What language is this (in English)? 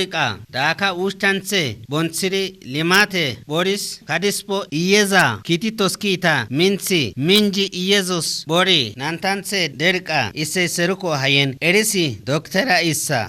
Kafa